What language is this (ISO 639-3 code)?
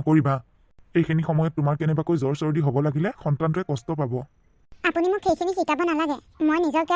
asm